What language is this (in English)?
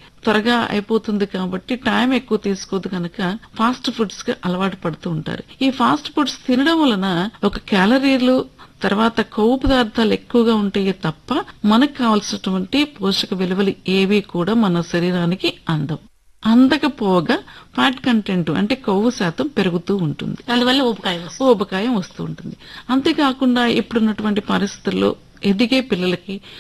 Telugu